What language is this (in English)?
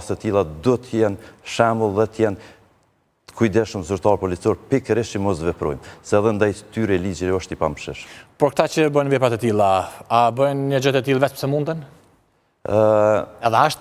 Albanian